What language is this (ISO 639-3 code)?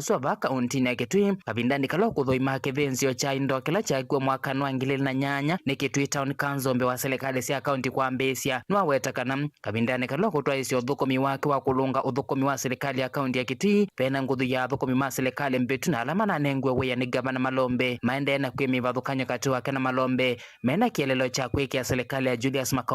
kam